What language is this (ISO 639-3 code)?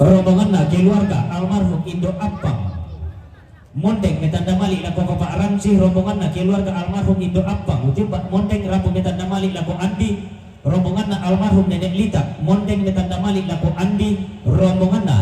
sda